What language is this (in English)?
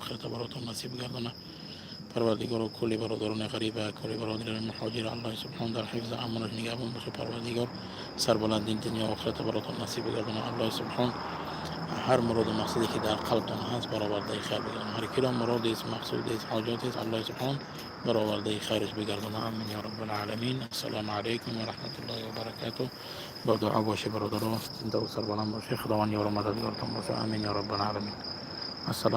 Tajik